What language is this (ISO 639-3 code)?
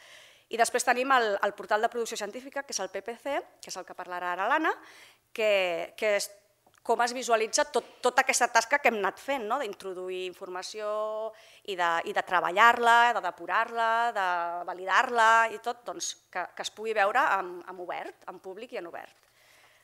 cat